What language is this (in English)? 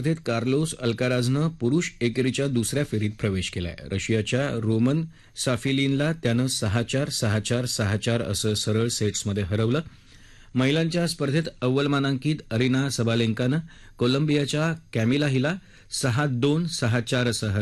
Marathi